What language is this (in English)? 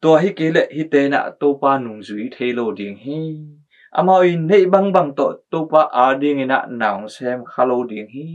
Tedim Chin